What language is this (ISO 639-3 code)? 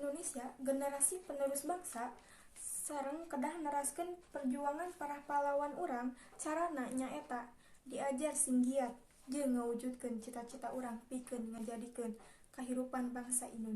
sun